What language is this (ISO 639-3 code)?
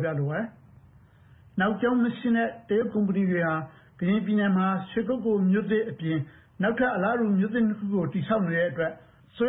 mya